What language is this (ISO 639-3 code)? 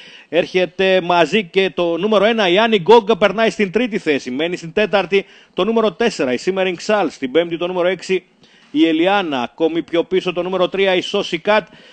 ell